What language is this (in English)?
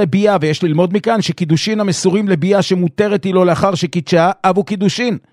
Hebrew